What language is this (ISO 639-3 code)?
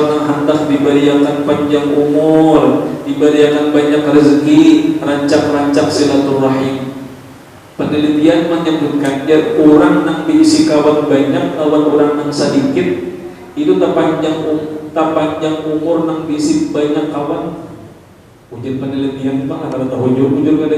bjn